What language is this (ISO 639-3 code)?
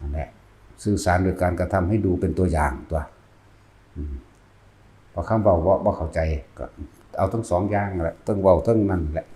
tts